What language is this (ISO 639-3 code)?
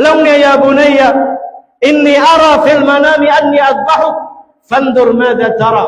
tsg